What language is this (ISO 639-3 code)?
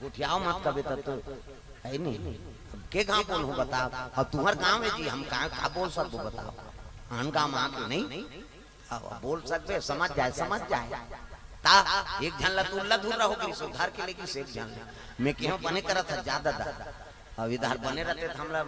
hne